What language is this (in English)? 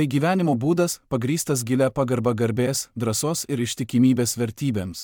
Lithuanian